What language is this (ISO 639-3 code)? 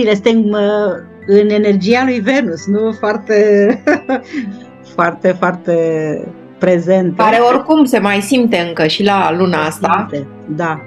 ron